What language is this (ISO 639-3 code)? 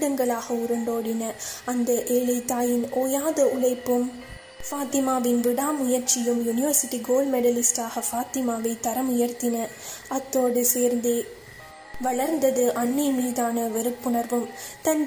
tam